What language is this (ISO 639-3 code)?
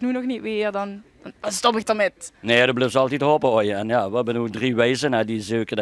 lim